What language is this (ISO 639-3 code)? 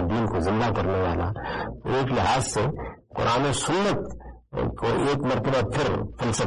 urd